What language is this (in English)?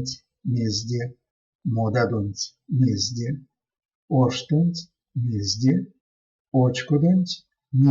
Erzya